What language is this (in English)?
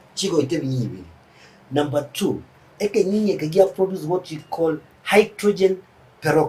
Gusii